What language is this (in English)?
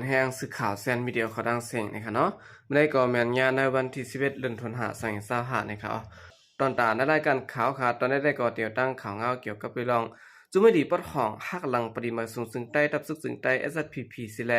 Shan